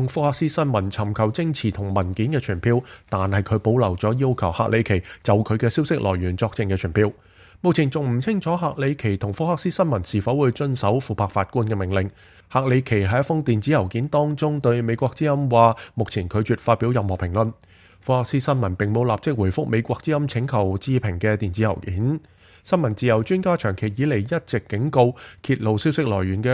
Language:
Cantonese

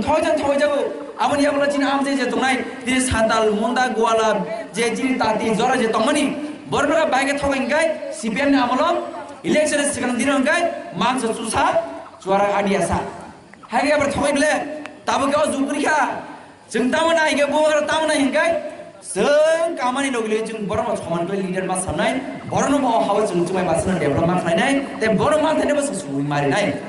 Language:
Kok Borok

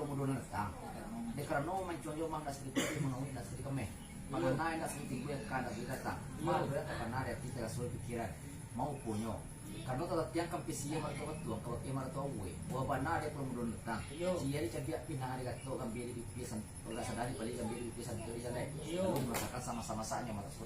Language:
Minangkabau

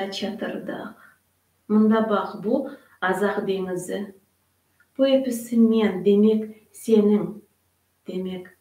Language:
Crimean Tatar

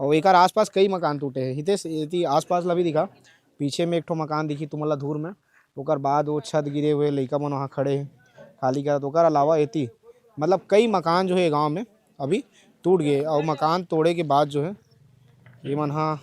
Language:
Chhattisgarhi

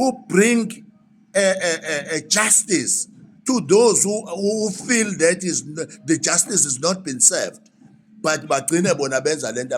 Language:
Zulu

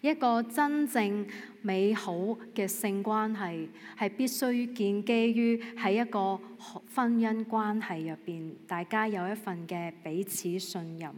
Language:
Cantonese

